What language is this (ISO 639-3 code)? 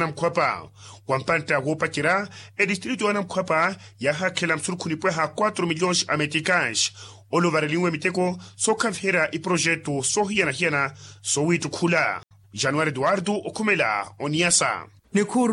vmw